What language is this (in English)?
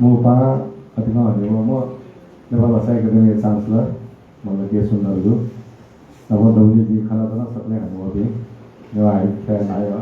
Newari